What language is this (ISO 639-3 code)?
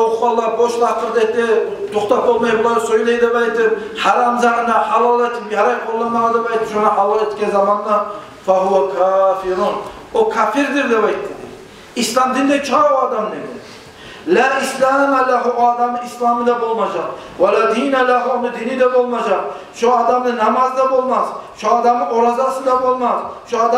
kum